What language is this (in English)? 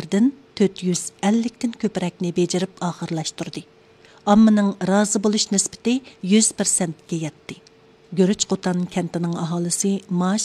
Uyghur